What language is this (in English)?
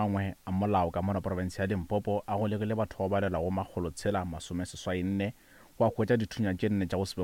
Northern Sotho